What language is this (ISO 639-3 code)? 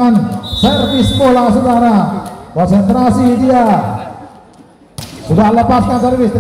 ind